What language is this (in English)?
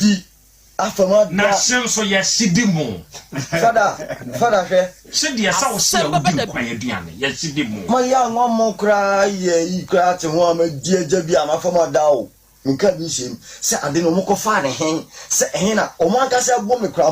Akan